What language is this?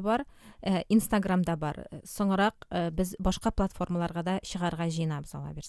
Tatar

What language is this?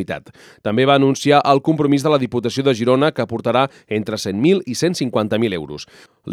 Catalan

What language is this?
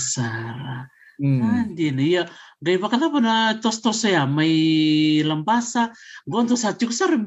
Fijian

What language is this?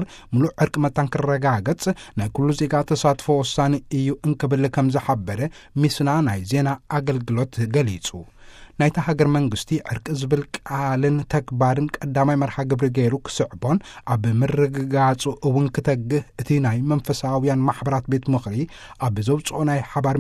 Tigrinya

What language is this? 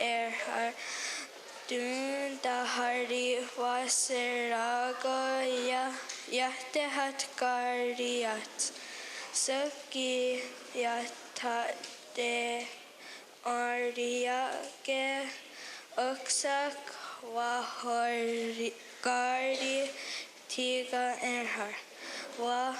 Mohawk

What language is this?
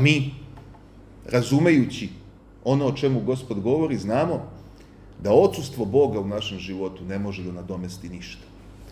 Serbian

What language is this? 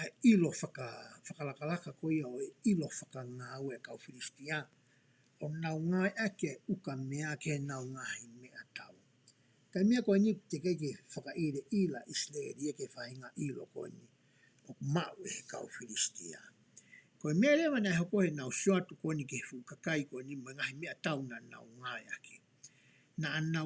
Tongan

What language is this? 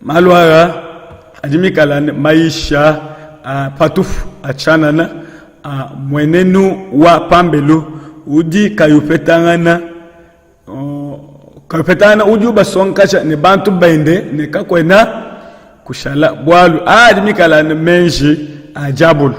Luba-Lulua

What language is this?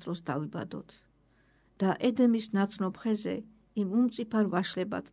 Georgian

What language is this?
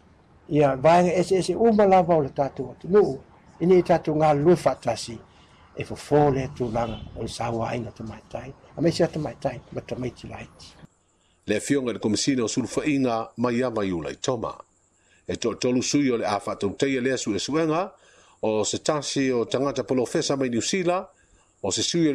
Samoan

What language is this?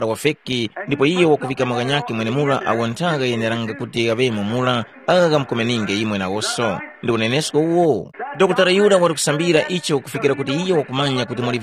Tumbuka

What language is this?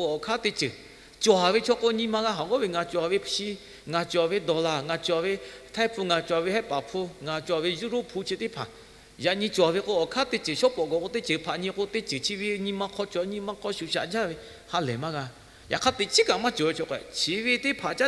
Lahu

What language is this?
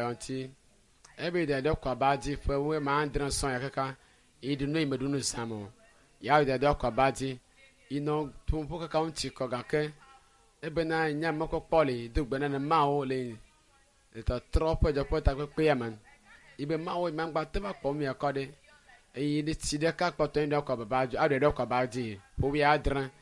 Ewe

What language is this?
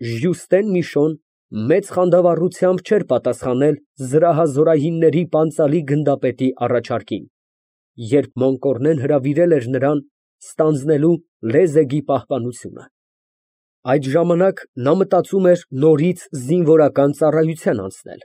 Armenian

